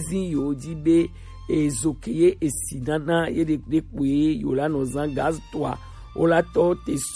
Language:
Gen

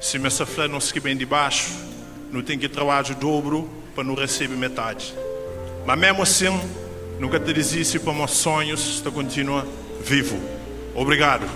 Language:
Kabuverdianu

